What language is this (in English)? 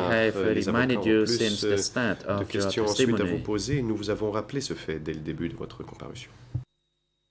French